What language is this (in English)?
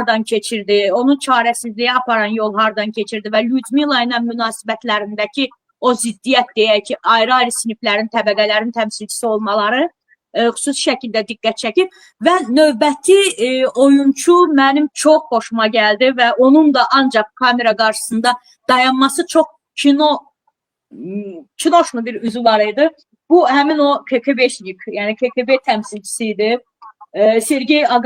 Azerbaijani